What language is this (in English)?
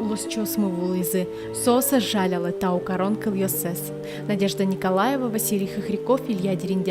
Udmurt